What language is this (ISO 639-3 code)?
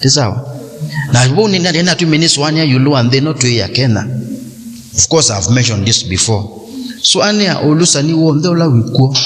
kam